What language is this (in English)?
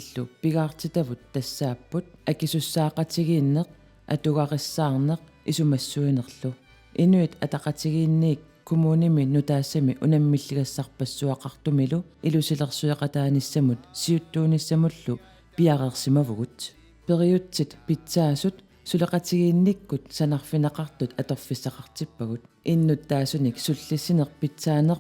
Kalaallisut